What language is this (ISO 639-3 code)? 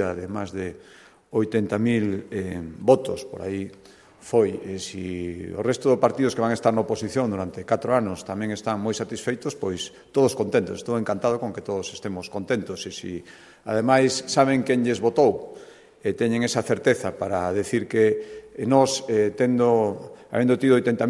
glg